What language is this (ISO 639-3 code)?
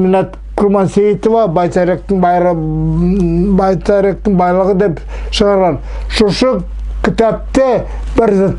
nog